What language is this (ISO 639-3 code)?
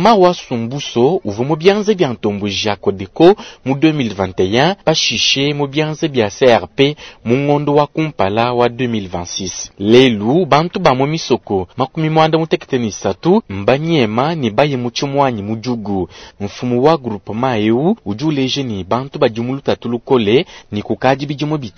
lua